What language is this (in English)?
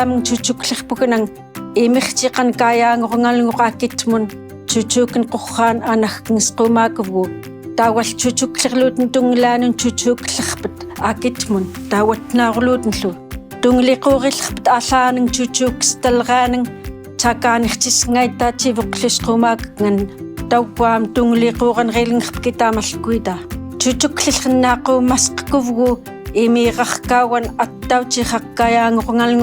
Central Yupik